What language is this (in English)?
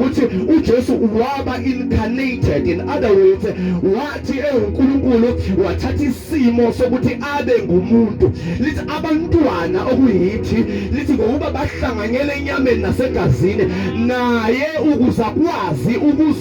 Zulu